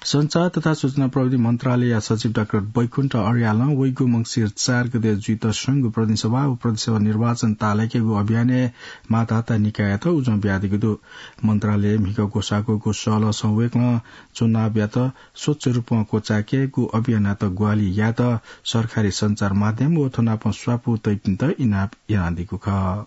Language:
Newari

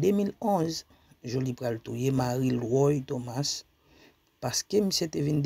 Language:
Haitian Creole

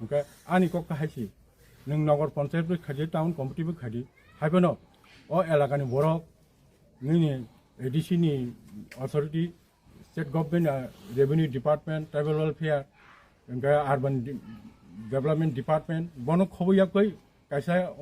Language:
Kok Borok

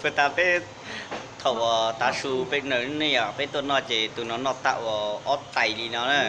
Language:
Hmong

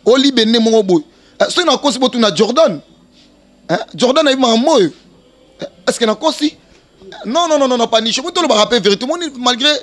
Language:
Lingala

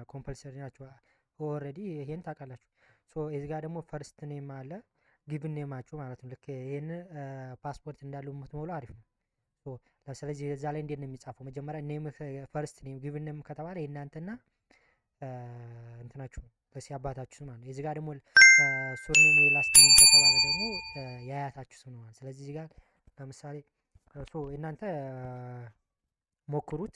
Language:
Amharic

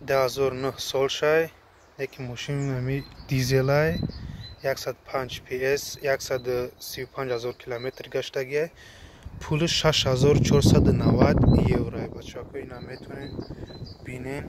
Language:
Tajik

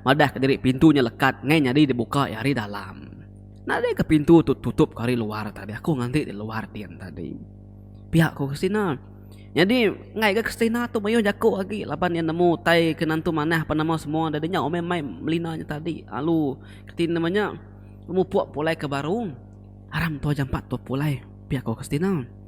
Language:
Iban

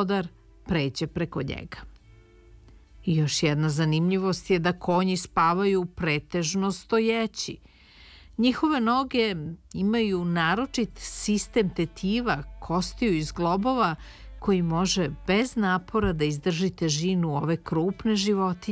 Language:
Serbian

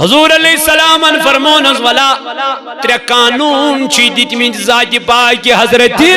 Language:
Kashmiri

